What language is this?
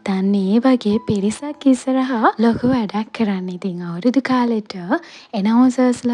Sinhala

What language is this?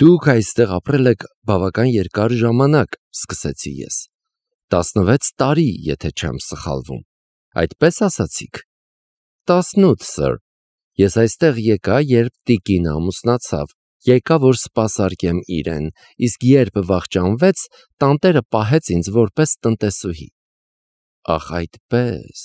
Armenian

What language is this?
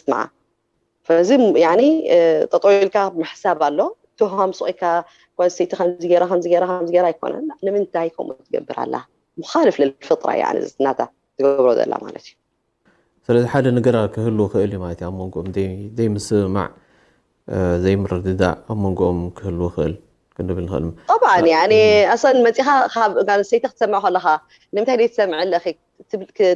Tigrinya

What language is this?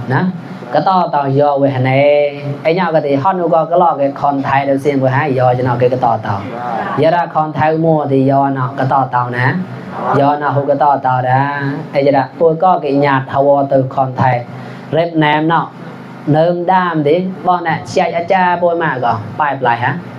Mon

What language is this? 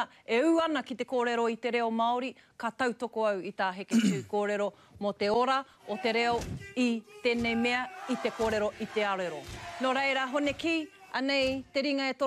Māori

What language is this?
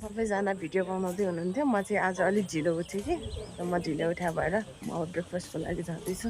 Nepali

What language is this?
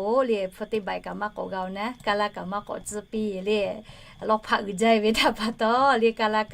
Lahu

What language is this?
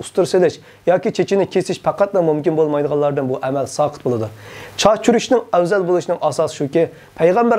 Uyghur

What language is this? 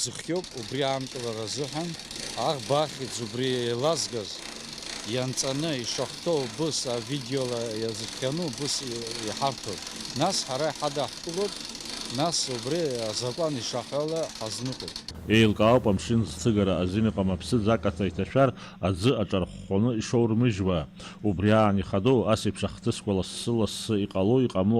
Abkhazian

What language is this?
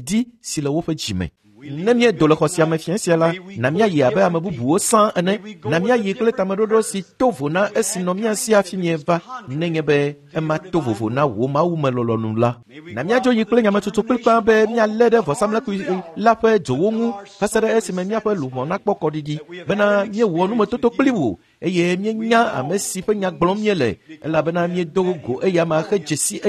Ewe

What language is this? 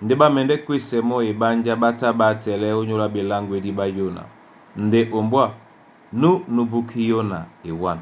Duala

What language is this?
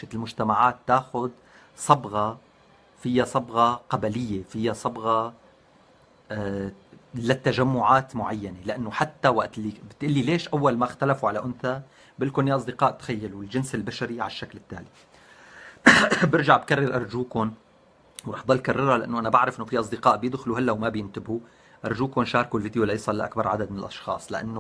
North Levantine Arabic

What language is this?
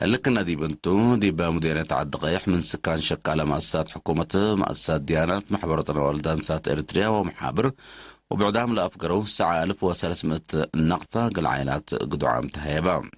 Tigre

